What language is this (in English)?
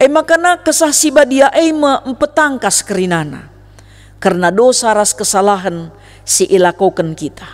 Batak Karo